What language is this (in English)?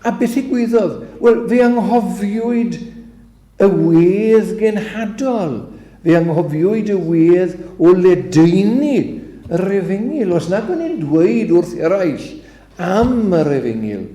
Welsh